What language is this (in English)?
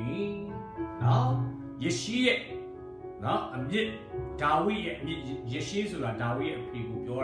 Burmese